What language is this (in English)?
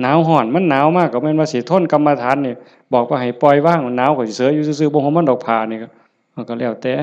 Lao